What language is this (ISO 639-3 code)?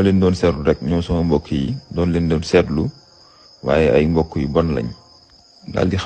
wol